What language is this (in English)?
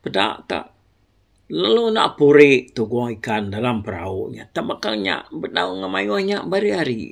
Iban